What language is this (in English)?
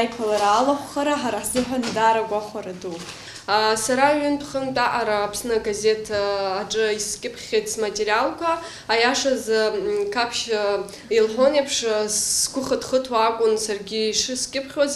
Abkhazian